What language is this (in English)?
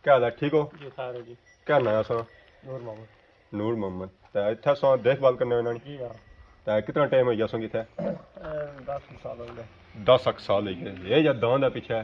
Pahari-Potwari